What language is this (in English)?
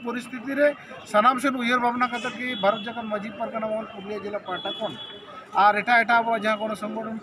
Santali